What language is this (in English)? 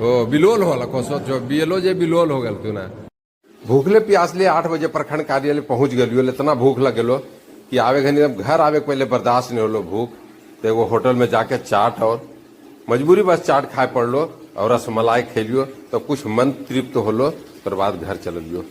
Magahi